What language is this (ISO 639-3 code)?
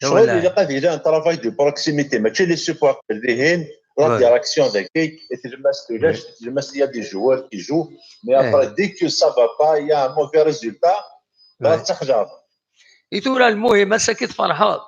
kab